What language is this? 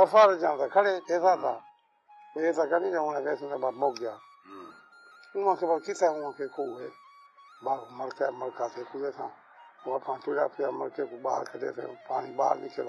Saraiki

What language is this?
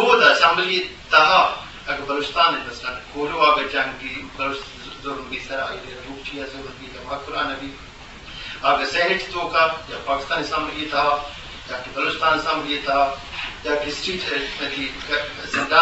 Eastern Balochi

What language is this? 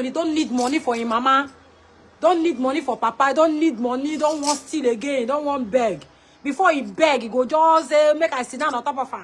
Nigerian Pidgin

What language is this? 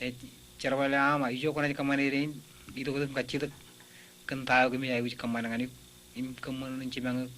Marshallese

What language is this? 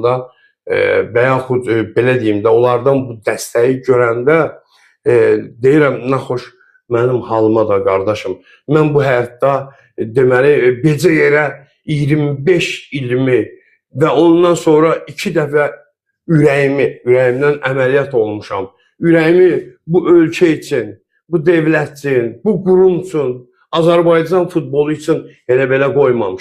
Azerbaijani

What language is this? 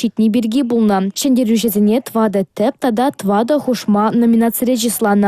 Chuvash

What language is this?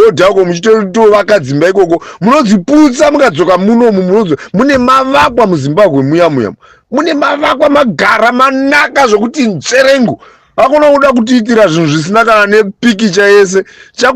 Shona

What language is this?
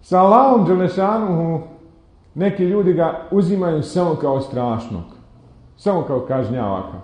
Bosnian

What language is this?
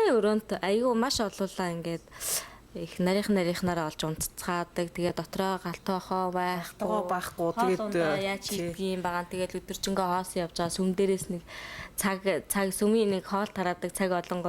Mongolian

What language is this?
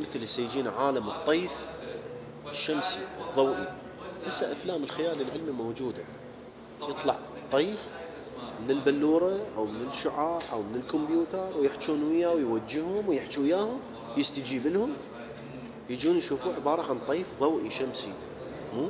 Mesopotamian Arabic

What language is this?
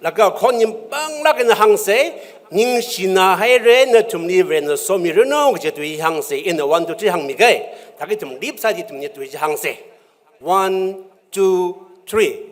Tangkhul Naga (India)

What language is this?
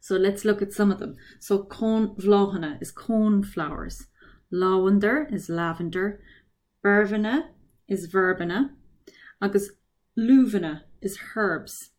Irish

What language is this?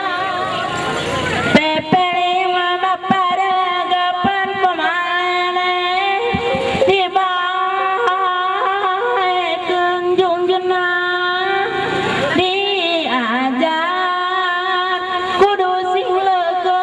Sundanese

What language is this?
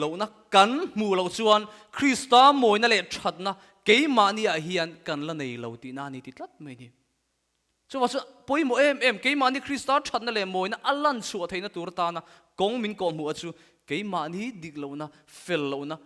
Mizo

